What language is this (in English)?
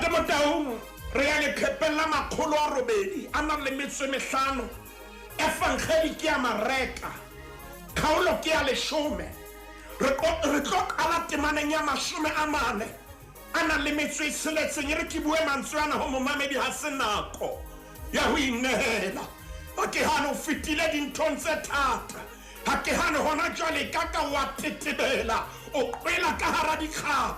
Southern Sotho